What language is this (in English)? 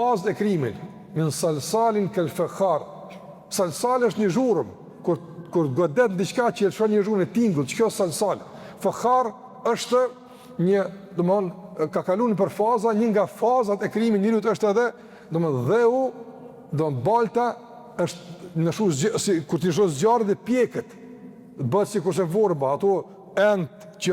Albanian